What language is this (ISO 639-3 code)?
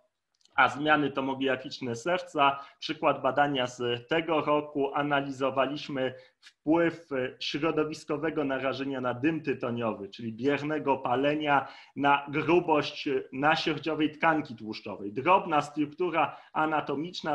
pol